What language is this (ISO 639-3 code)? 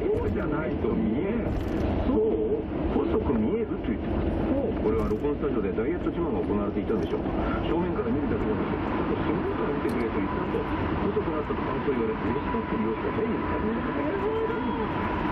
jpn